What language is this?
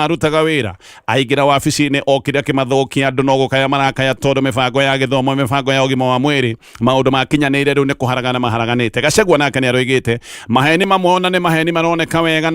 Kikuyu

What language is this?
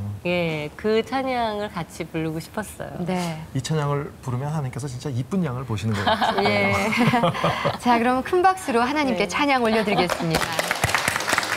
Korean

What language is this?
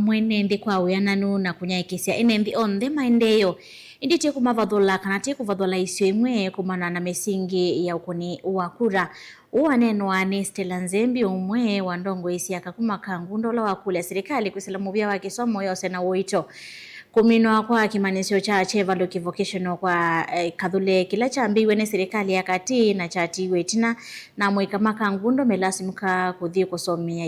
Kamba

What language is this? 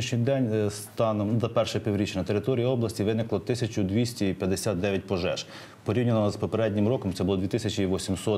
Ukrainian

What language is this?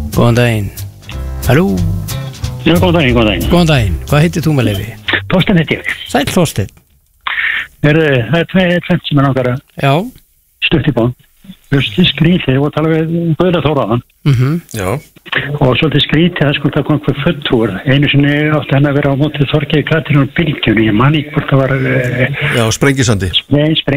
Icelandic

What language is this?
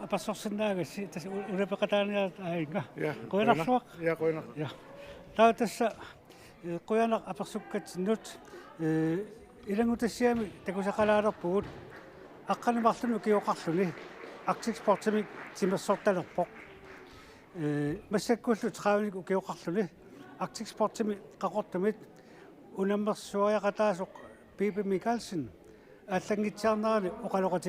Kalaallisut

